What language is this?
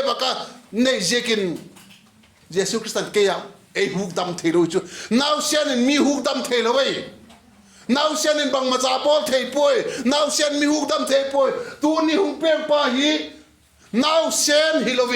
Vaiphei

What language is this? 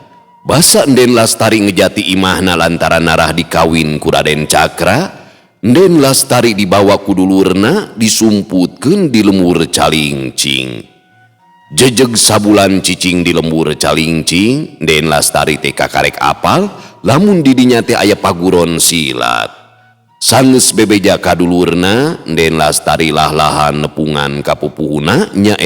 Sundanese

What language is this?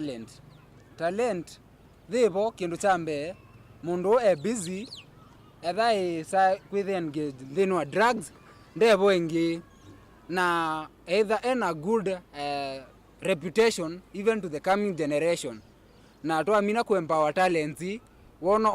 Kamba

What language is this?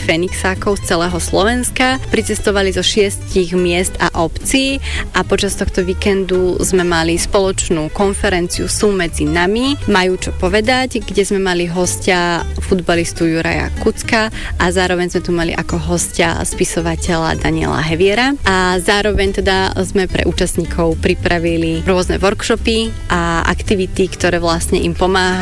Slovak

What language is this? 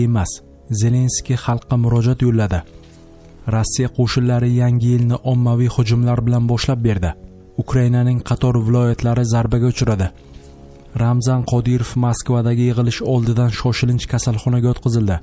Uzbek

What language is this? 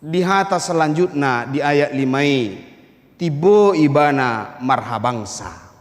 Batak Toba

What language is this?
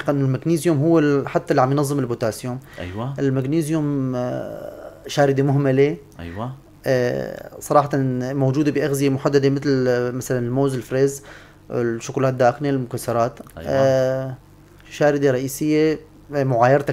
North Levantine Arabic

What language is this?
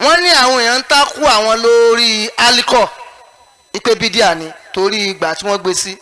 Yoruba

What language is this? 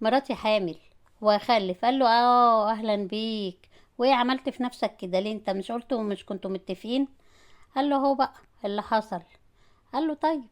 Egyptian Arabic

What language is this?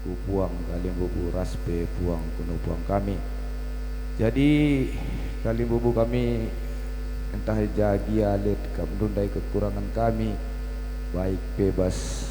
Batak Karo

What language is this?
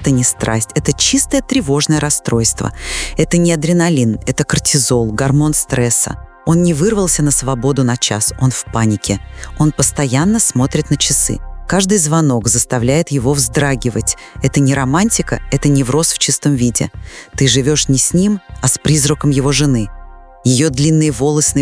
Russian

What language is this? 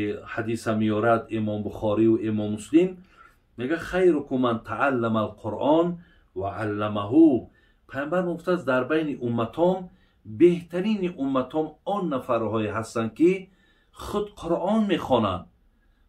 Tajik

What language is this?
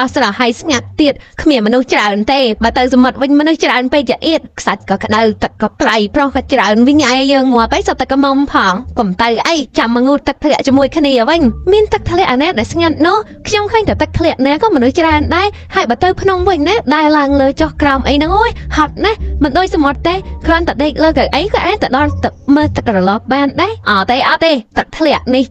Khmer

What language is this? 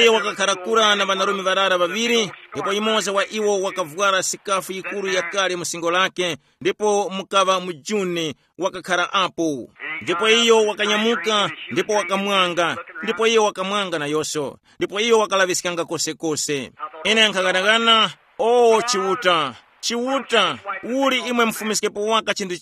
Tumbuka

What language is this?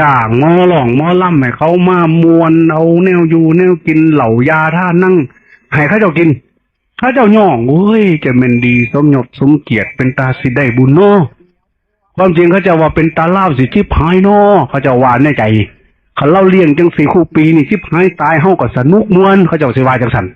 Northeastern Thai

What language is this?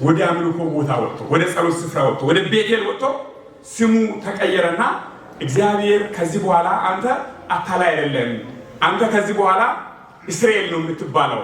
Amharic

